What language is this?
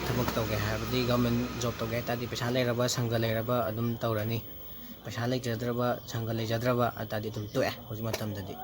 Manipuri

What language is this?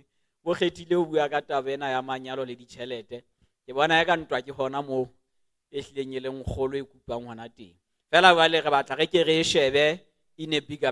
Southern Sotho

